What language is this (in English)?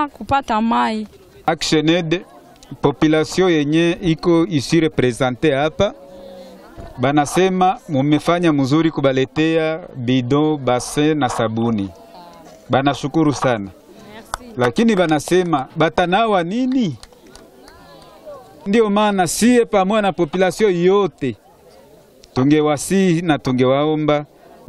Swahili